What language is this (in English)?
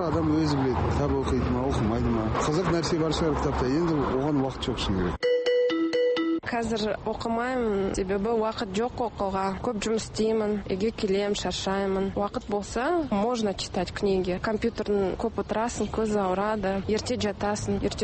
Kazakh